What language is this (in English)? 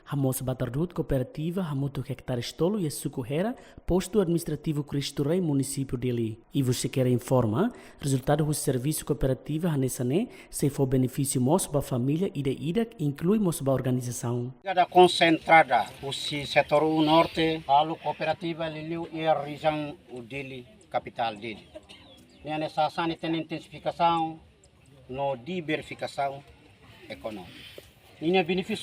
Tetum